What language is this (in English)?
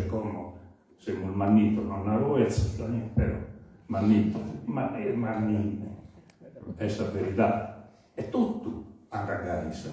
Sardinian